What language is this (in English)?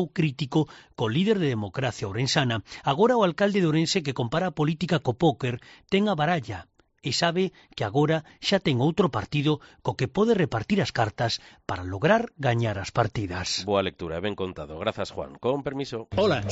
Galician